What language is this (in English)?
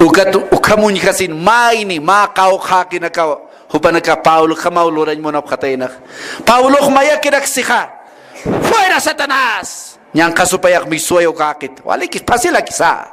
Aymara